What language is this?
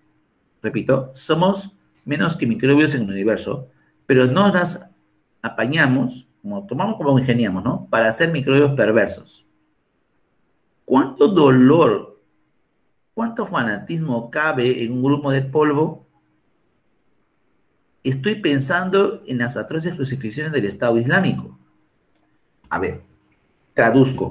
Spanish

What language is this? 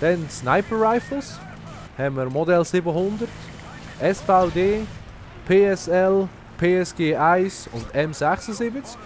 Swiss German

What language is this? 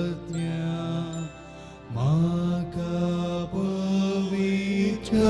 Konkani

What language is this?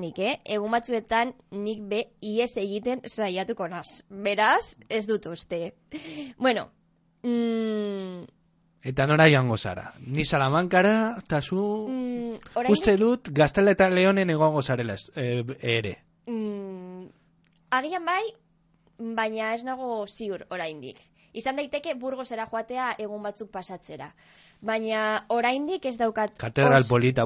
Basque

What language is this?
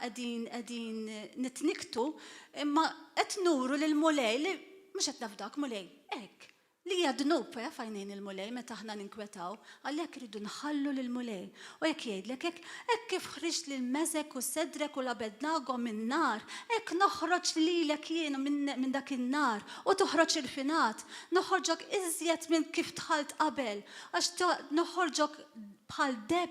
Maltese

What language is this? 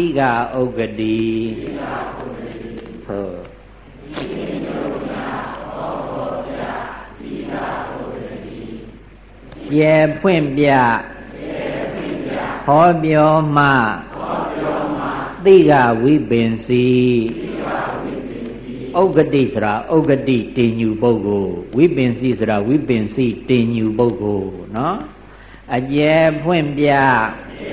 Burmese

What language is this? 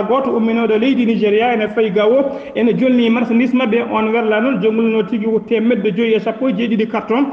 Fula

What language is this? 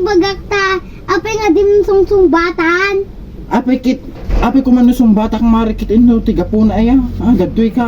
Iloko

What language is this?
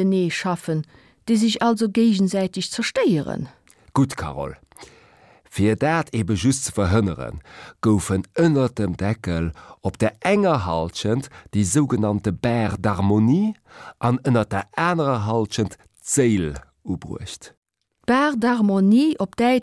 Luxembourgish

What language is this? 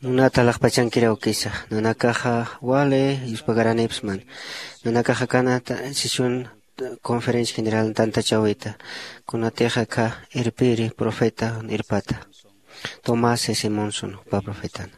Aymara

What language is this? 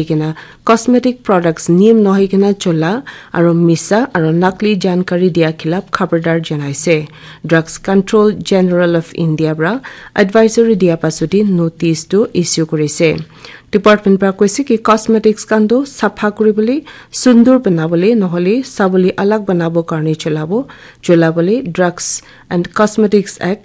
Naga Pidgin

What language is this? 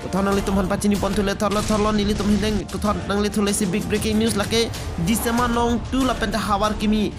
Karbi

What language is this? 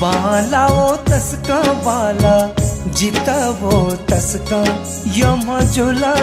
Newari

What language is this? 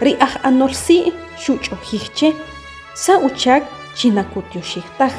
Achi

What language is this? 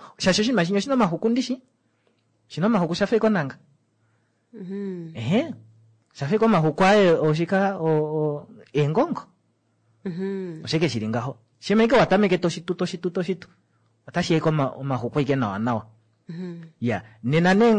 Kuanyama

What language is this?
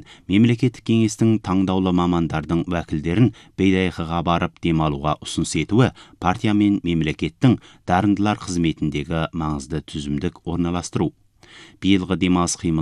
Kazakh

